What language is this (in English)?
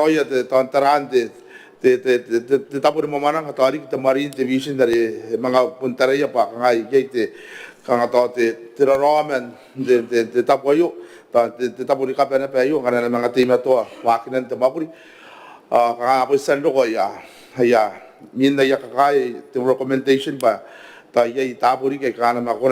Gilbertese